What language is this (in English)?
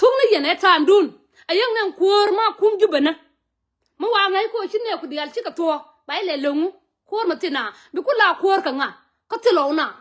Nuer